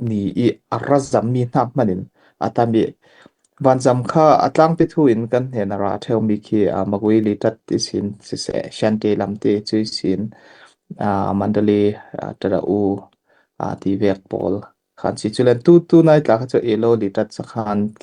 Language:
Falam Chin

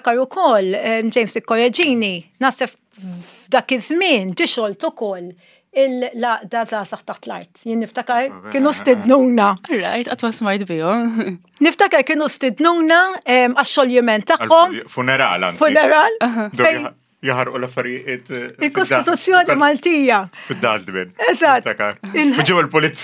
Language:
Maltese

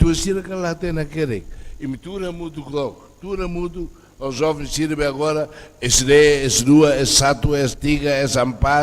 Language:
Tetum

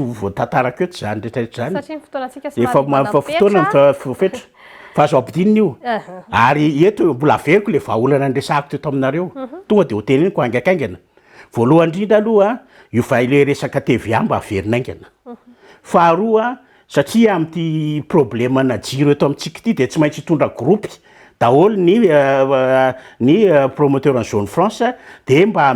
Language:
Malagasy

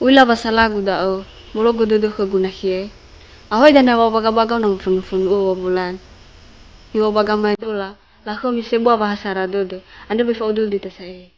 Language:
Nias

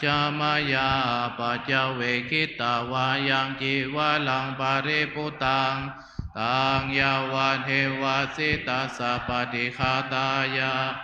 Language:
Pali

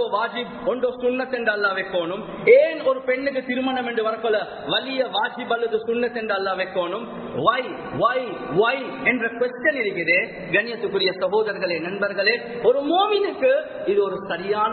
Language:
Tamil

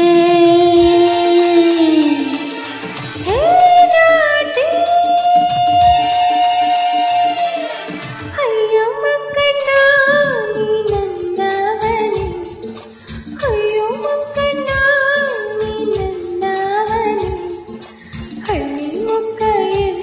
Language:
Kannada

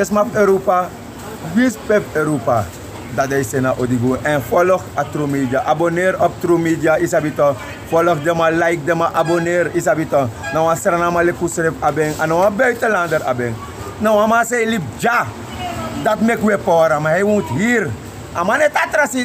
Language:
Sranan Tongo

